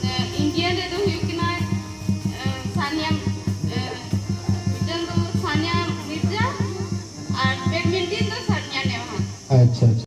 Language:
Santali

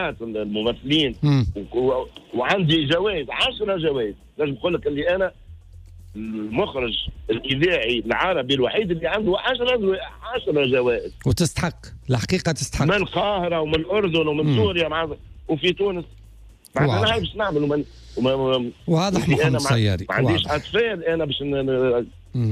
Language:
Tunisian Arabic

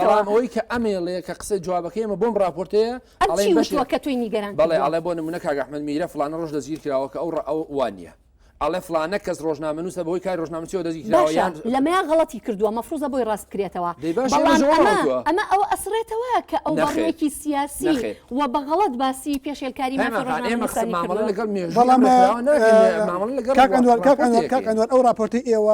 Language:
Central Kurdish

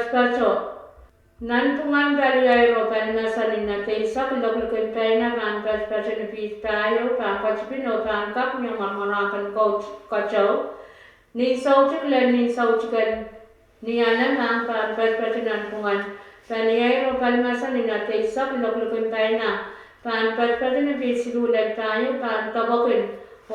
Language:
Pohnpeian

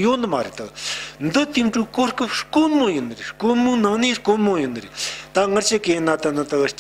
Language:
Tibetan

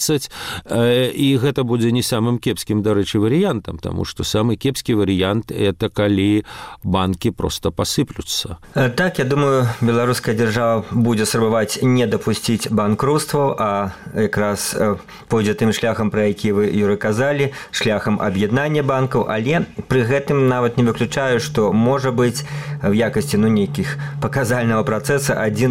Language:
Belarusian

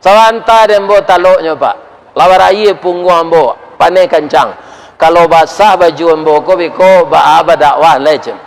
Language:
Minangkabau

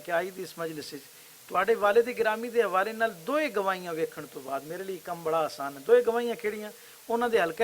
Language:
Western Panjabi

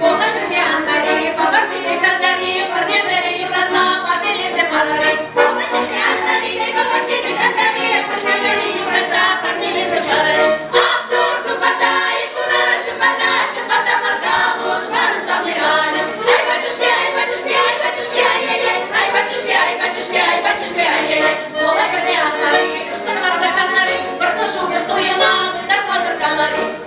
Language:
Chuvash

